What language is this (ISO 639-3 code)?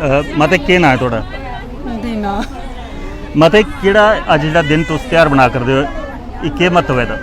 doi